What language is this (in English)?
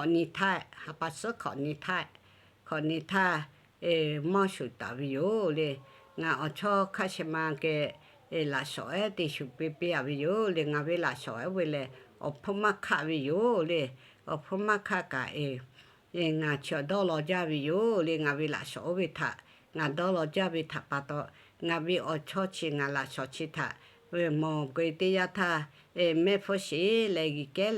Lahu